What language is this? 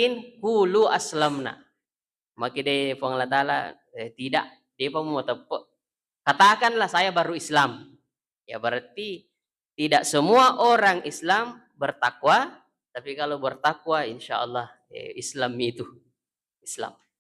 Buginese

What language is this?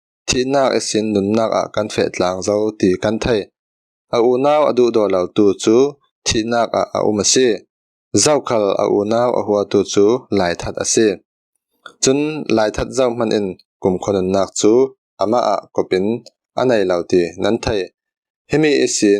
Falam Chin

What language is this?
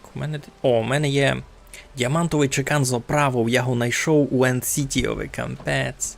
Rusyn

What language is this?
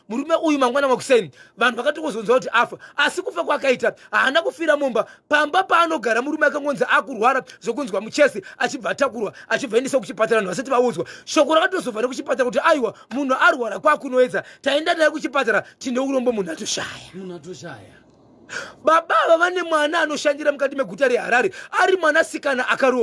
Shona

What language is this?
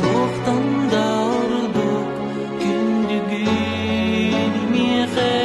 Yakut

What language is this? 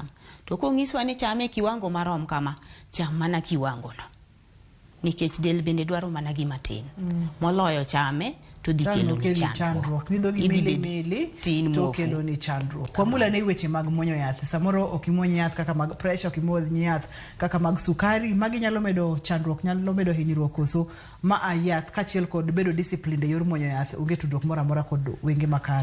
Luo (Kenya and Tanzania)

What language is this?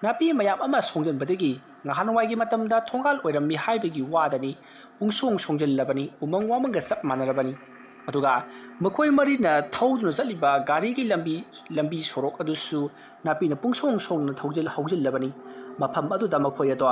Manipuri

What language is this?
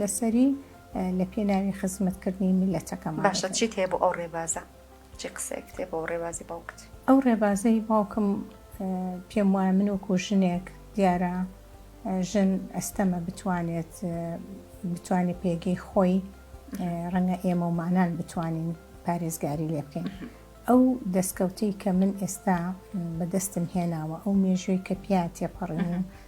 Central Kurdish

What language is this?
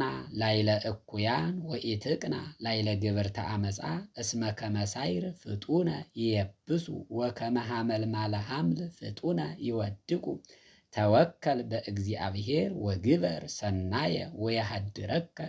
Geez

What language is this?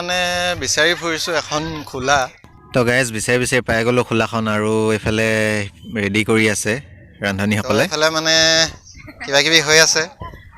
Assamese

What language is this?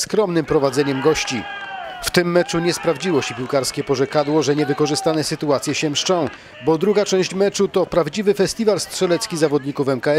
Polish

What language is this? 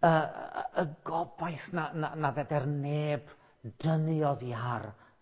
Welsh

